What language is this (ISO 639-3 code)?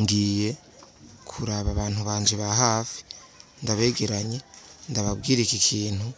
run